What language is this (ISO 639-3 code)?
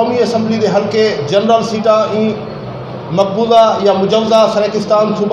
skr